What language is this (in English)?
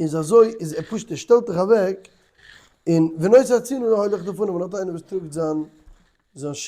Yiddish